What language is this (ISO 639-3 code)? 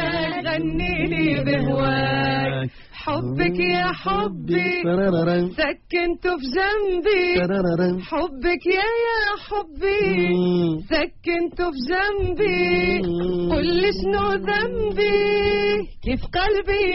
aeb